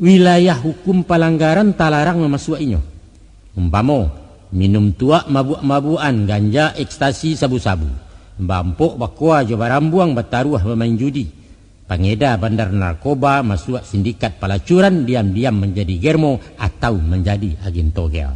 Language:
Minangkabau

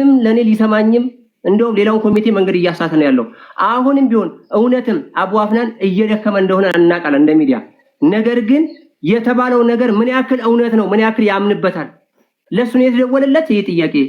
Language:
Amharic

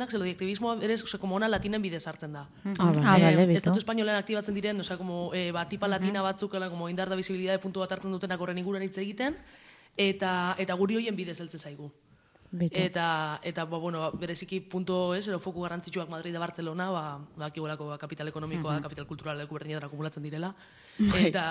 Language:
Basque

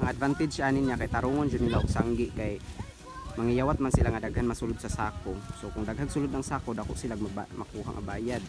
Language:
Cebuano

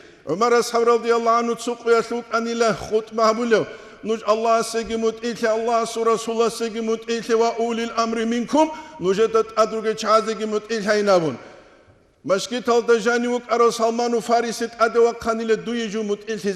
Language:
Avaric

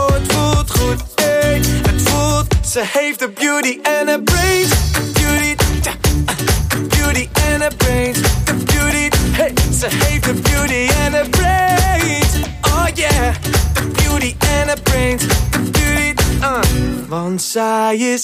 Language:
Dutch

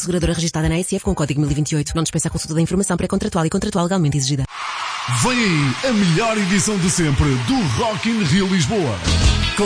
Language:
Portuguese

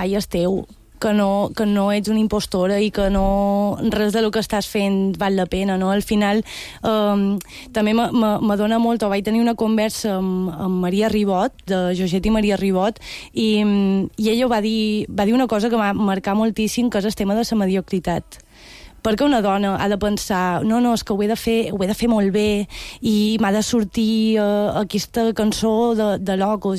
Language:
Catalan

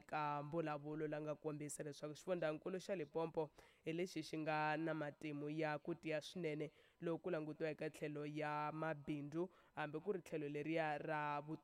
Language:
Tsonga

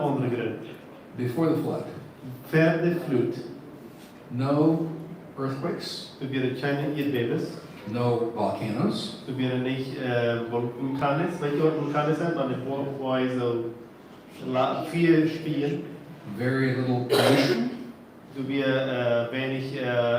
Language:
Plautdietsch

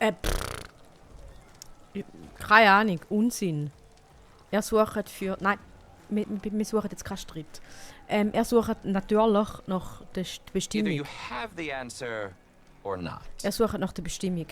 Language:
Swiss German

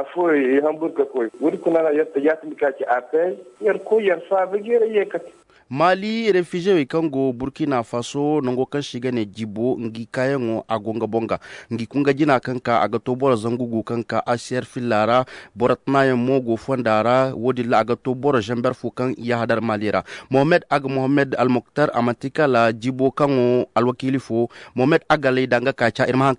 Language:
Koyraboro Senni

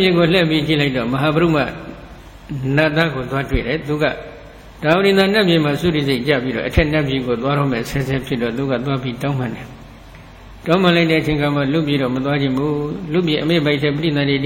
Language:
Burmese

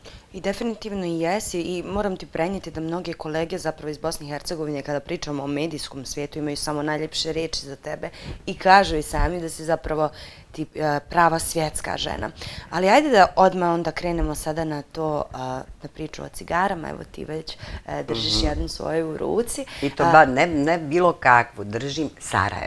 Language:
Bosnian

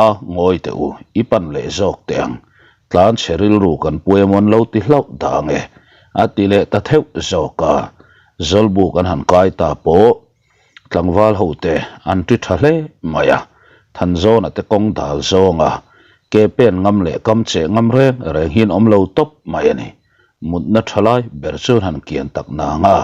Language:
Mizo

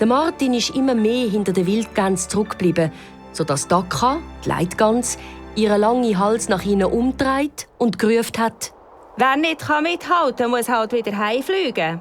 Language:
Swiss German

